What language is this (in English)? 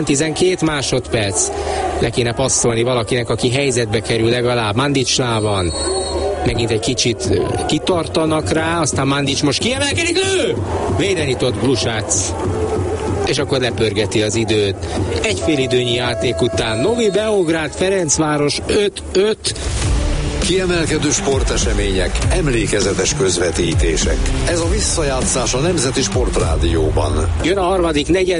Hungarian